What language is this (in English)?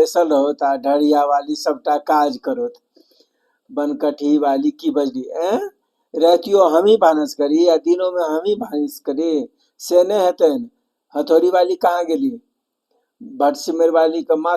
Maithili